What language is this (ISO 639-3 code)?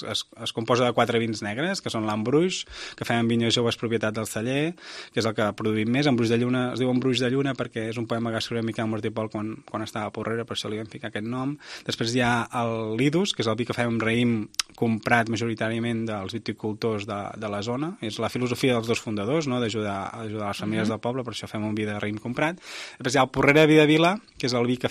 cat